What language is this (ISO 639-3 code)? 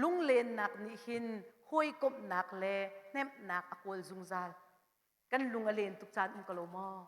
cnh